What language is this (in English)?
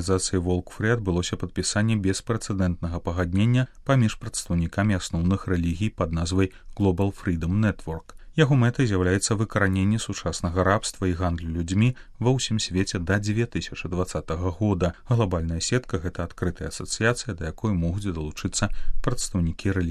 Belarusian